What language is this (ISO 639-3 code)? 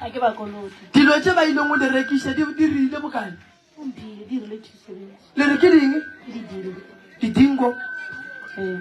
nso